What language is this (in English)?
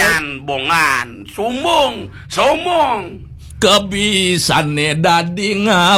Balinese